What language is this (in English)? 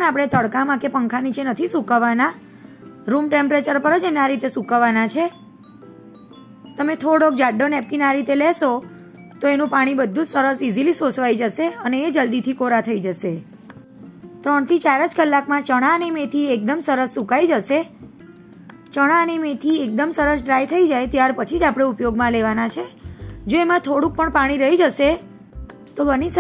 Gujarati